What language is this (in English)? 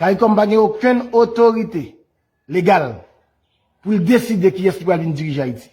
Haitian Creole